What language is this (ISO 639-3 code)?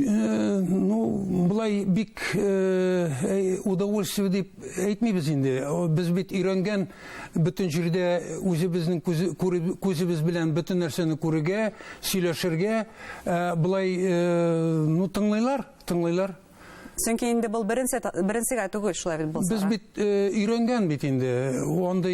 bak